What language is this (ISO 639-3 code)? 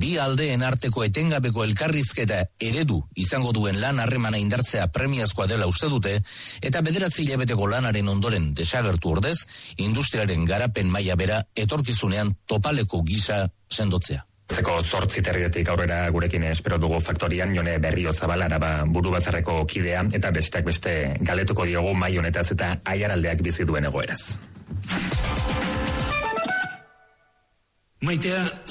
eus